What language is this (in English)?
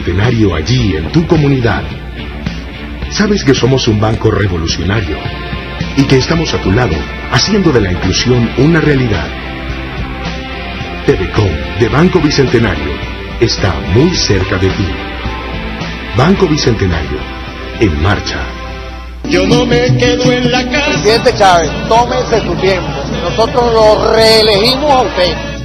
Spanish